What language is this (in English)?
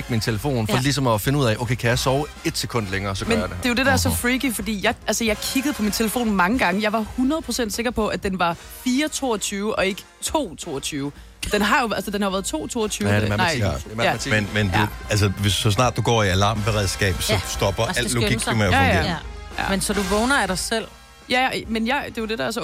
Danish